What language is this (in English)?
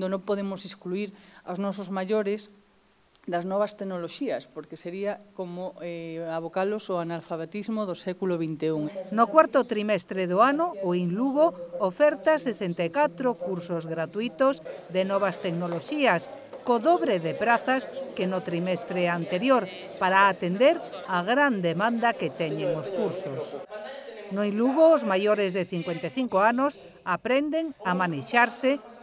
Galician